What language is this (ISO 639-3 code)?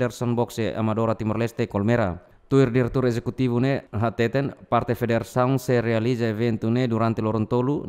tet